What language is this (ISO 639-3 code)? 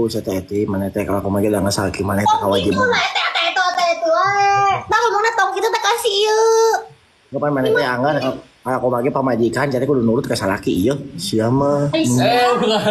sun